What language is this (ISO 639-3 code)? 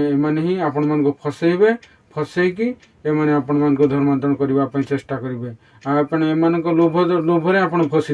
ori